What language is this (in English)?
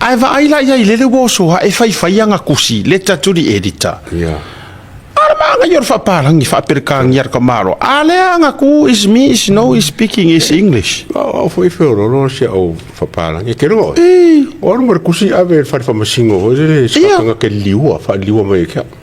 Samoan